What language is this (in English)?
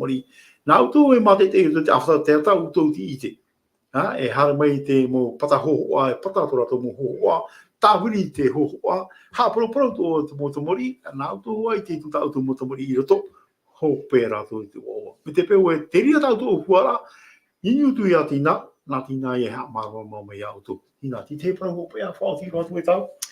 Tahitian